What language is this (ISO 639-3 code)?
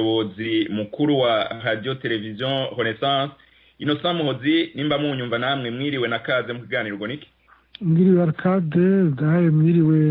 run